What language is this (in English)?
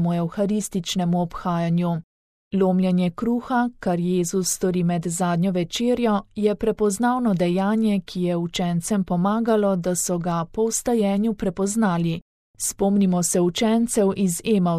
Slovenian